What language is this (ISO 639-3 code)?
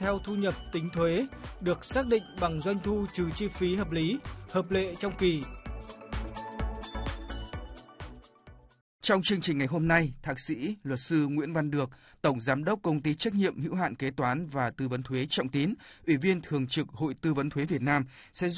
vie